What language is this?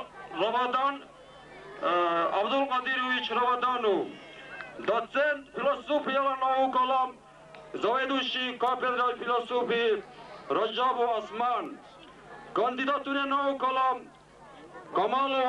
Dargwa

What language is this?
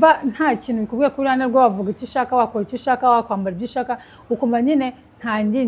Kinyarwanda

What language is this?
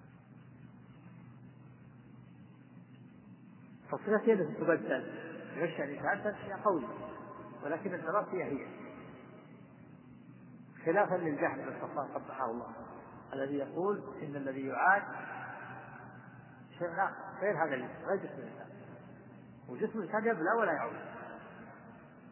Arabic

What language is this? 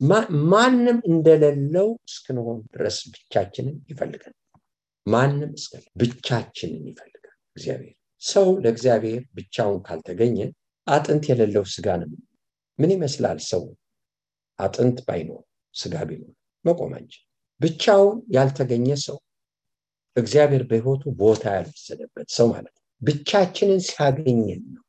Amharic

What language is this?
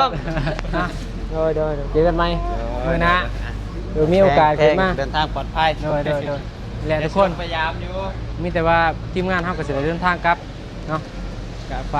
Northeastern Thai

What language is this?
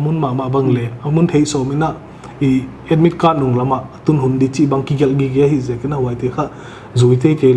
Paite Chin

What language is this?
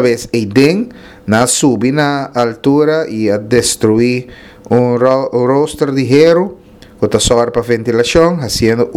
Papiamento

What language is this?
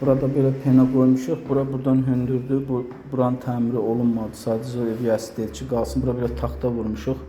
Azerbaijani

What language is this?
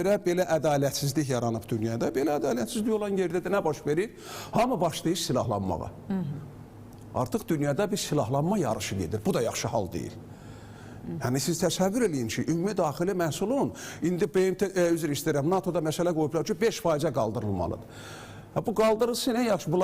Azerbaijani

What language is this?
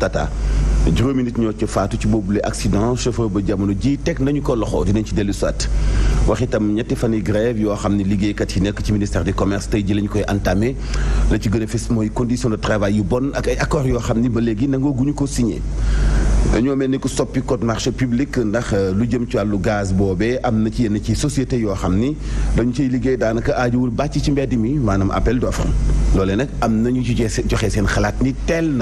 Wolof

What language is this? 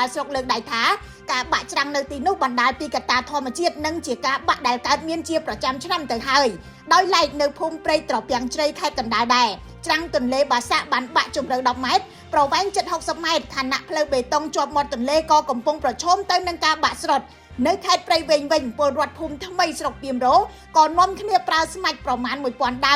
Khmer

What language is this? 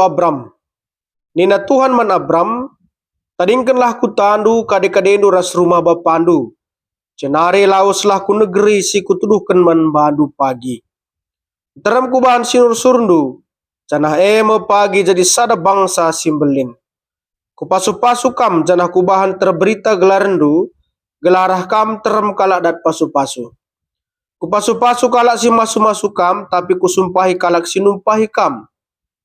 Batak Karo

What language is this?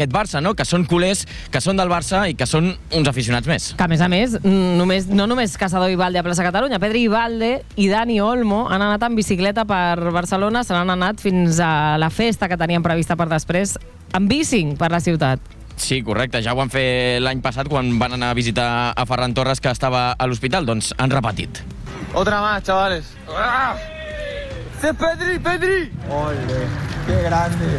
Catalan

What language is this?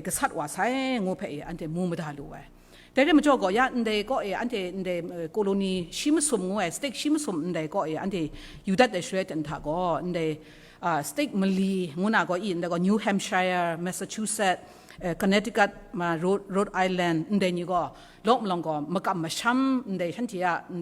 Kachin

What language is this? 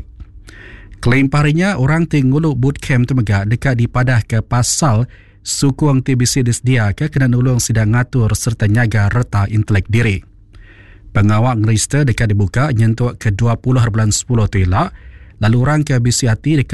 Iban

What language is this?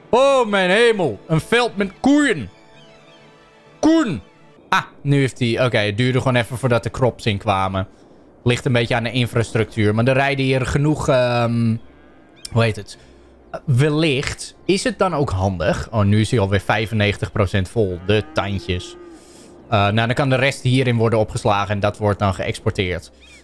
Dutch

